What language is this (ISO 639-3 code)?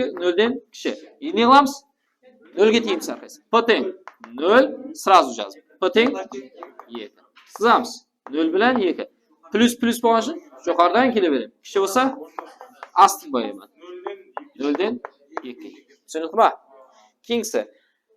kaa